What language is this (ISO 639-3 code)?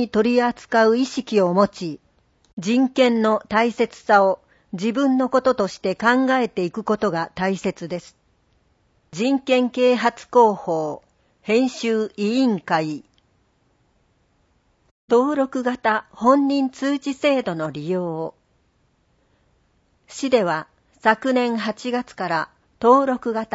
jpn